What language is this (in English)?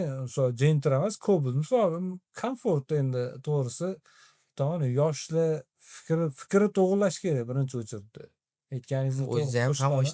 Uzbek